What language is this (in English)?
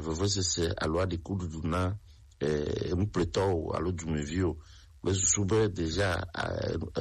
Gen